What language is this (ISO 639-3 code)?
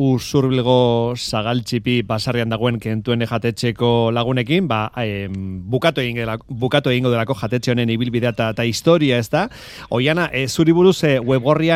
eus